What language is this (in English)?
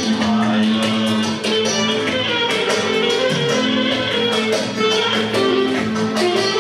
Turkish